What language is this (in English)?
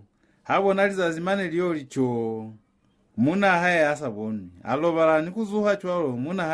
Lozi